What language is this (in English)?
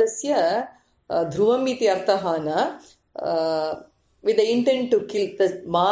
Sanskrit